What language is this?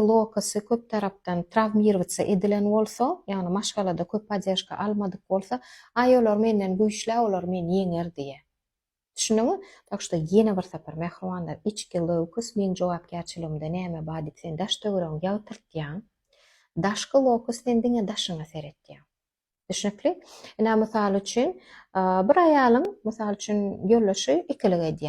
Turkmen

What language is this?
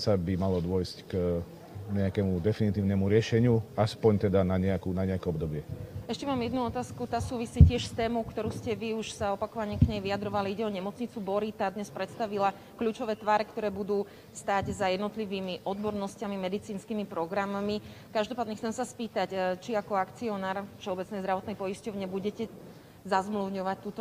Slovak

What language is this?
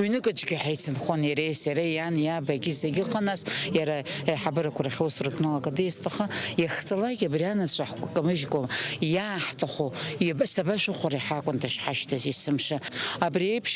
Abkhazian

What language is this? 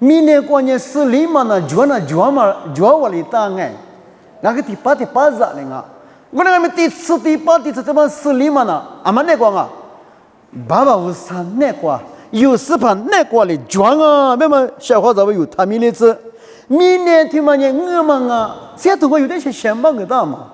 Lisu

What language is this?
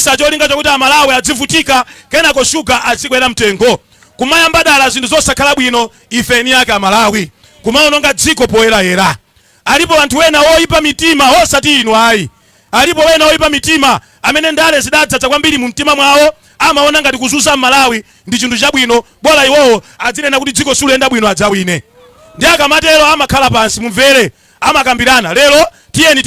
Nyanja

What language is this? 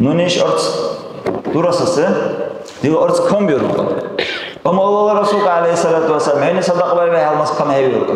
Dargwa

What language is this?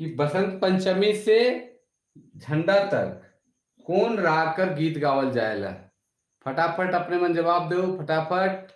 Sadri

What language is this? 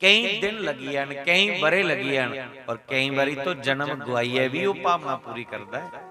Dogri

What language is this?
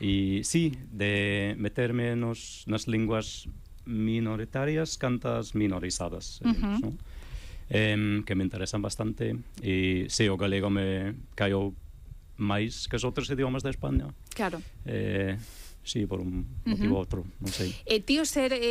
Galician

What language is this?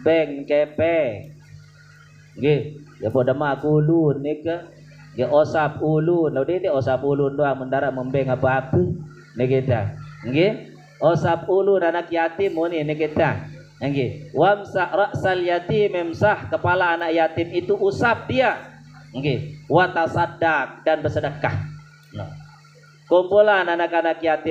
Sasak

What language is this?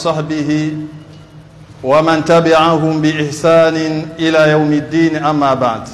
Swahili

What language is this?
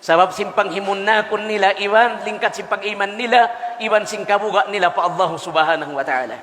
Tausug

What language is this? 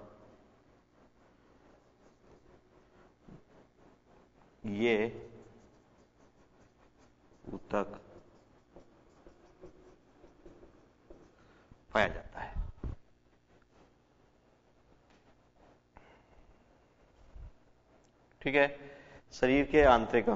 Hindi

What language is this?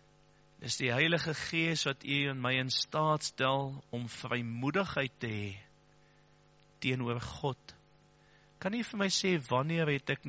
Afrikaans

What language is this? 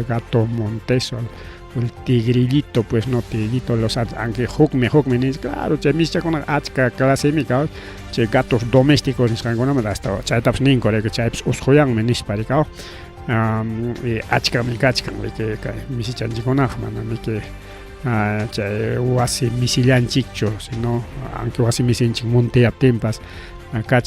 Ayacucho Quechua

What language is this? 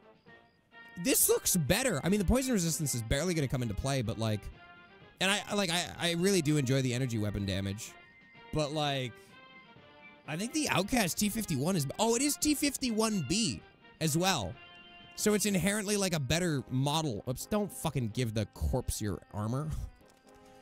English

